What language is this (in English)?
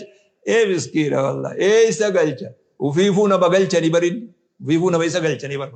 Oromo